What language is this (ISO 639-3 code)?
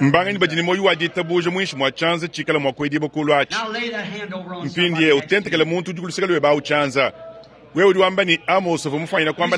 lua